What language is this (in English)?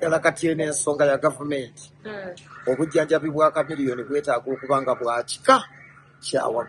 Ganda